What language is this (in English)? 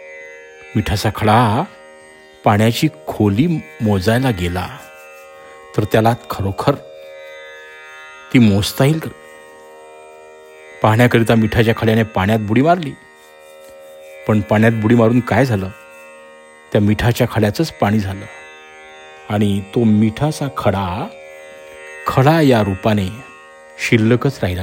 Marathi